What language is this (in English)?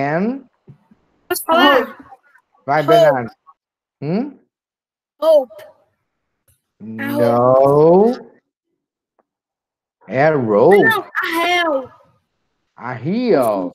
Portuguese